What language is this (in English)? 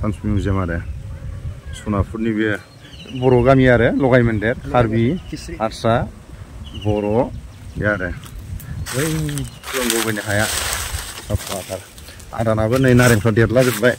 Bodo